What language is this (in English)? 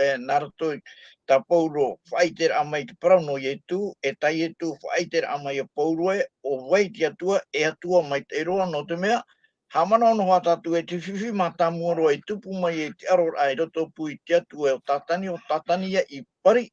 Tahitian